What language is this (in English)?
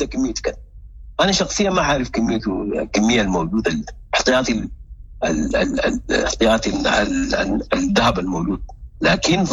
Sudanese Arabic